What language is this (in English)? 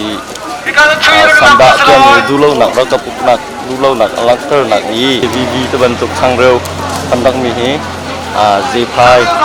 Hakha Chin